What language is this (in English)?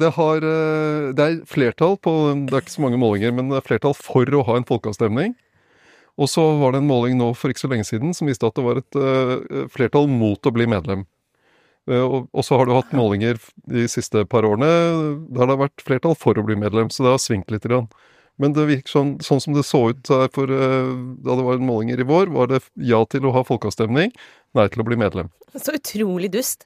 Norwegian